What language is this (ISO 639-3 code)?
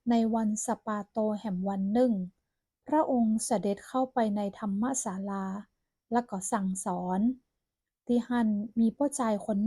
nod